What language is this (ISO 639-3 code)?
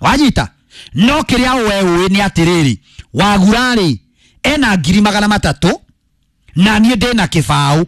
kik